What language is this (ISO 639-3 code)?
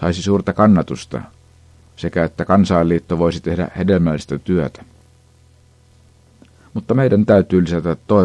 fin